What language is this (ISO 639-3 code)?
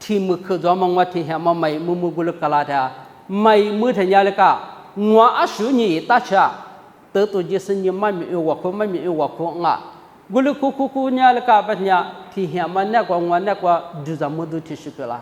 lis